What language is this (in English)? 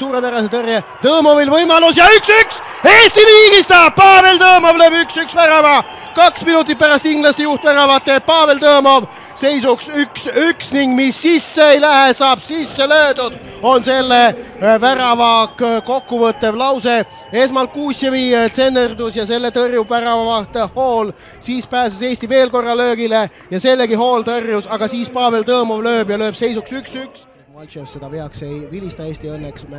Estonian